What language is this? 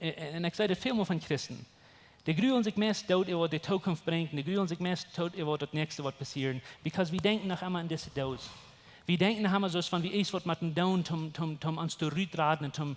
Plautdietsch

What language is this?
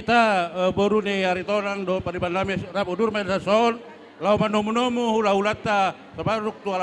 Batak Toba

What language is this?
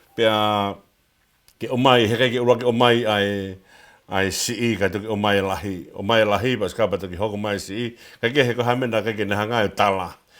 Tongan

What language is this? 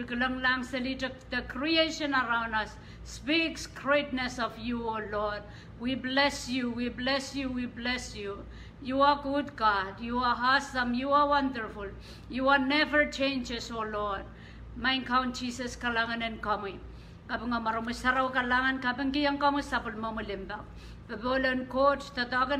Pohnpeian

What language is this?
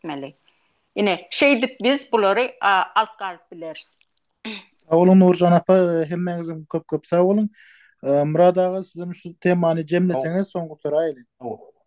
Turkmen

